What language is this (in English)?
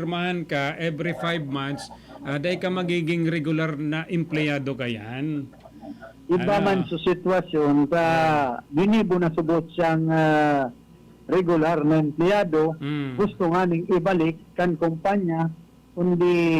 Bikol